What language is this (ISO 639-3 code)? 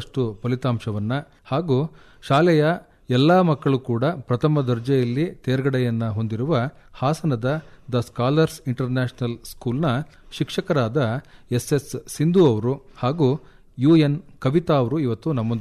kan